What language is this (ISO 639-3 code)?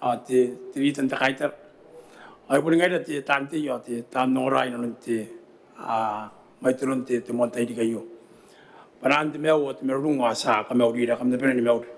gil